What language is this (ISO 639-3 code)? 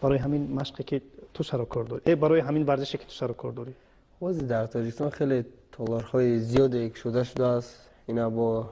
tgk